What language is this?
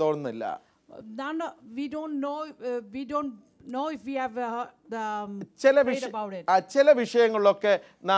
Malayalam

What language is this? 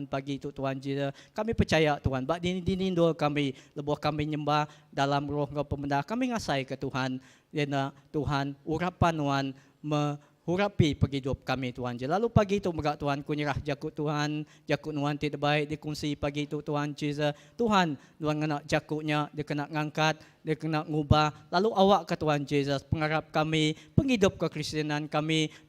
Iban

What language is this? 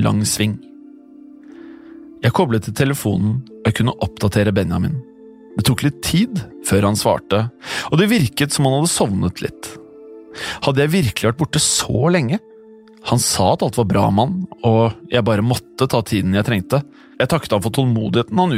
Norwegian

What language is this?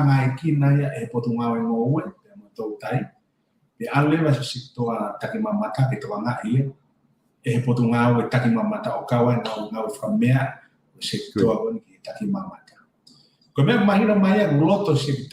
Tongan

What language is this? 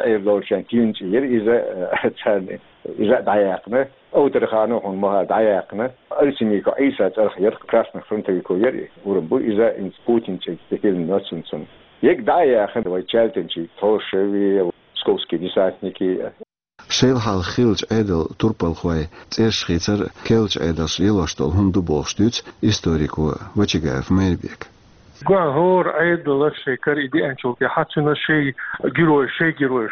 Chechen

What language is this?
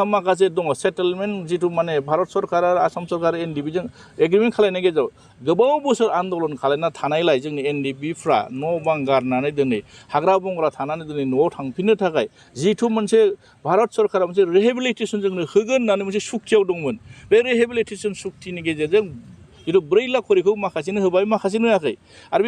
Bodo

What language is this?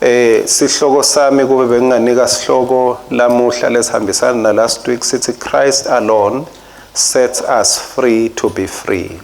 Swati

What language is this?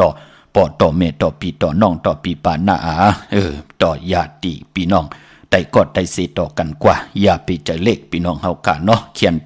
Shan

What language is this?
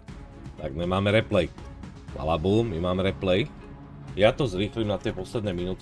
Slovak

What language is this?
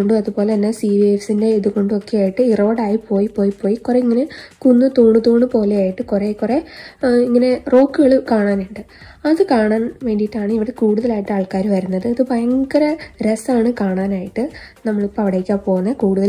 Malayalam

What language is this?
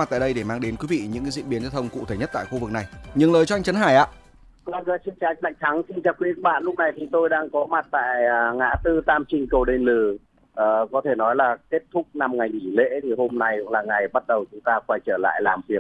Vietnamese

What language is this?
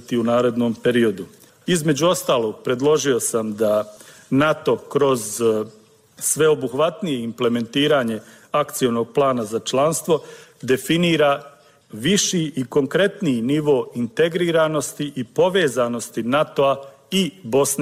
Bosnian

